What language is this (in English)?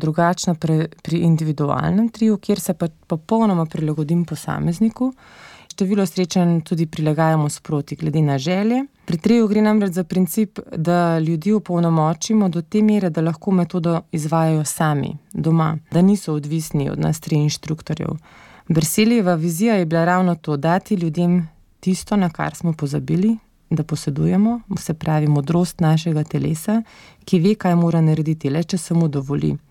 Slovenian